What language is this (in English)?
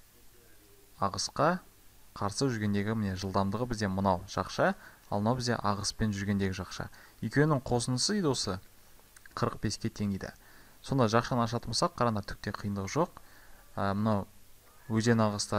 Kazakh